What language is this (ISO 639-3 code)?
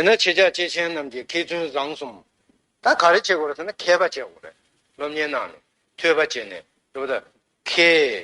bod